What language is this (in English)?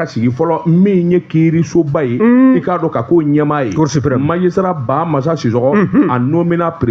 Bambara